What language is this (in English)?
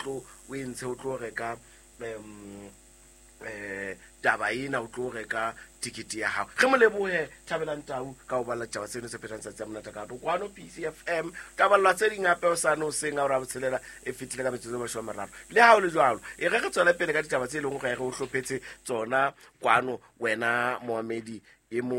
Southern Sotho